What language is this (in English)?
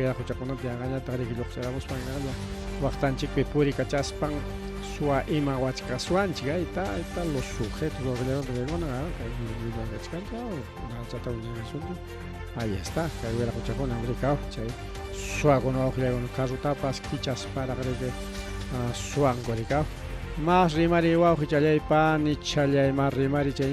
Ayacucho Quechua